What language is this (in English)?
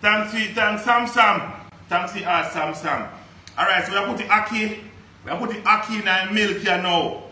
Jamaican Creole English